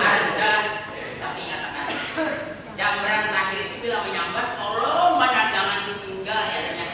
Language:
Banjar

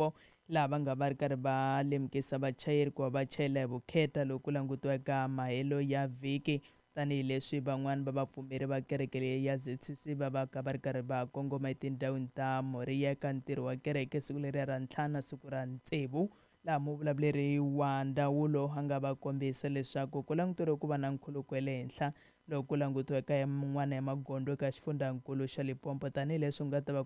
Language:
Tsonga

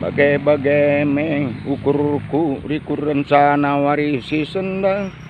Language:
Batak Karo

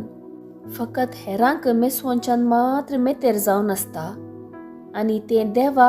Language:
Konkani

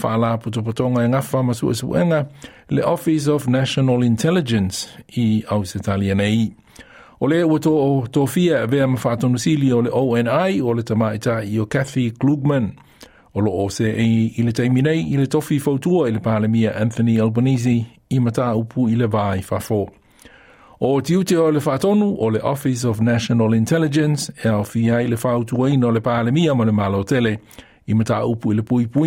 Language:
Samoan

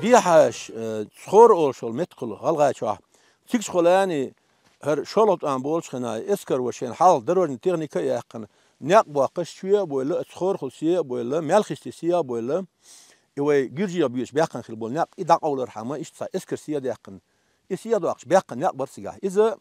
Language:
Chechen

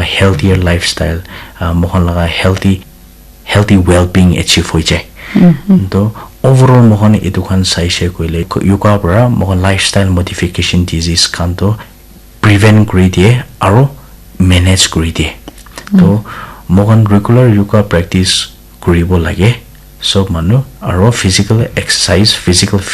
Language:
Naga Pidgin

